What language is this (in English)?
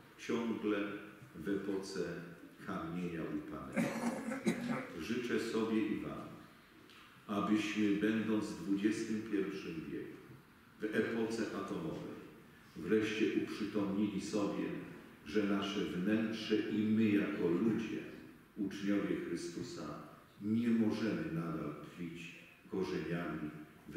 Polish